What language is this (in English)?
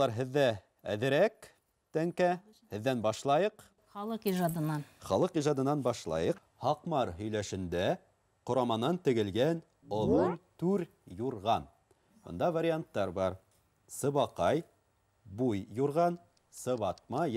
Bashkir